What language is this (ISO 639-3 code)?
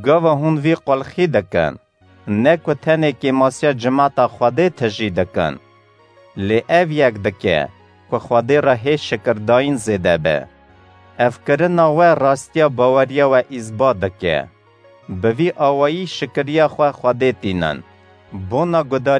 kur